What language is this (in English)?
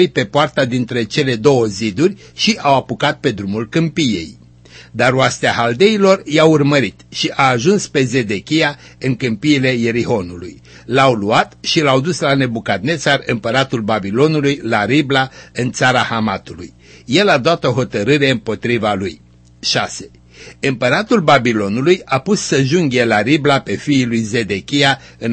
Romanian